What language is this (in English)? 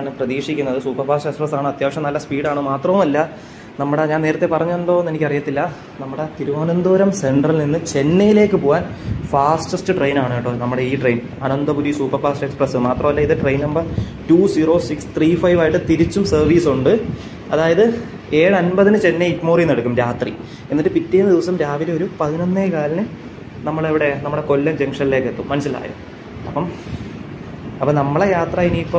Malayalam